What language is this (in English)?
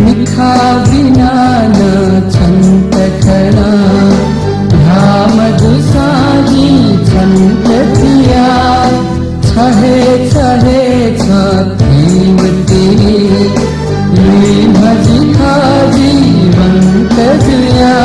Newari